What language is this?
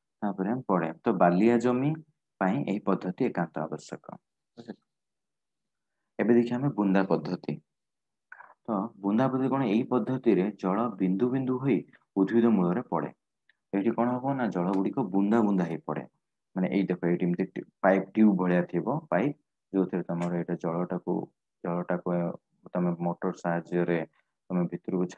Odia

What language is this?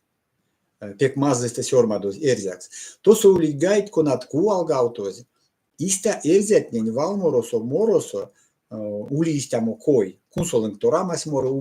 Erzya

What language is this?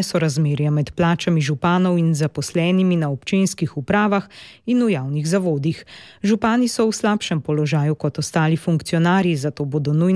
Slovenian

